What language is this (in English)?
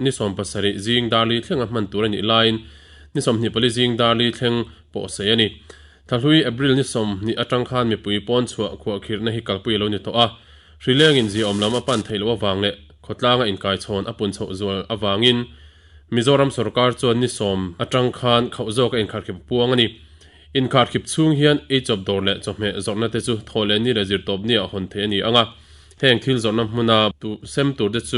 Mizo